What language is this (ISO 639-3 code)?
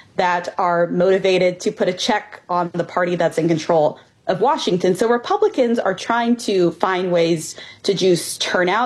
eng